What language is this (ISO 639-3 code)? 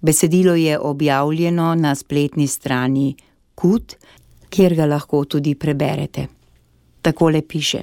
slv